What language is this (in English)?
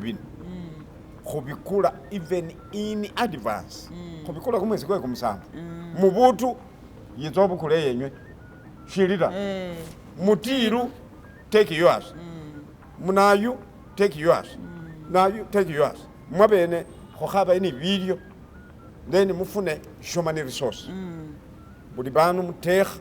Masaaba